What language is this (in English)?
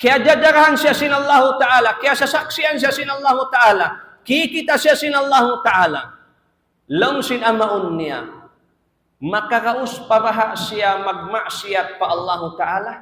Tausug